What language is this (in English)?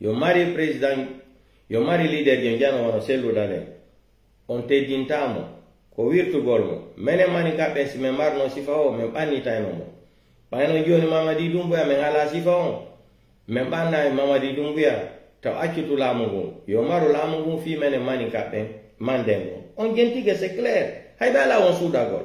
Pular